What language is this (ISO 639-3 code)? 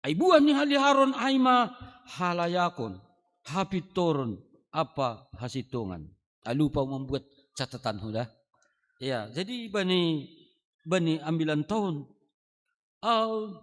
bts